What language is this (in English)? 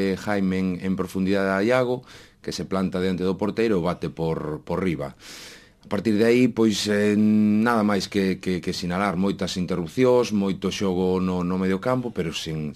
Galician